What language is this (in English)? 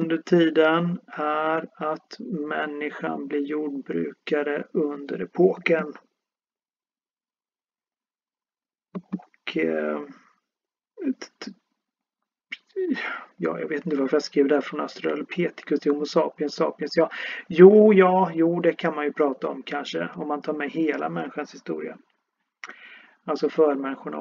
Swedish